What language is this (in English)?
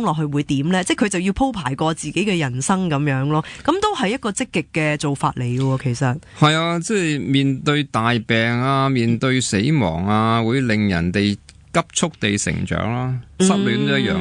Cantonese